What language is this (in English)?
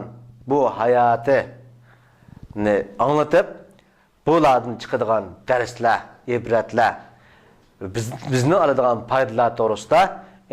Uyghur